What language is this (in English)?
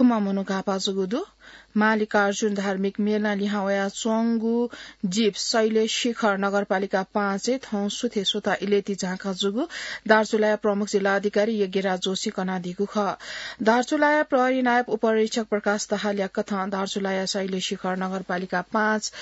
Newari